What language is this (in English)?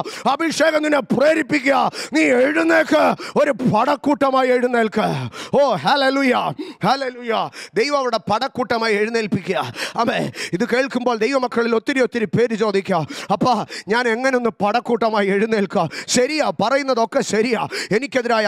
Malayalam